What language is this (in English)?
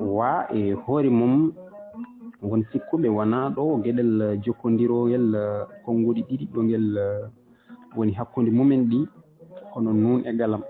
Fula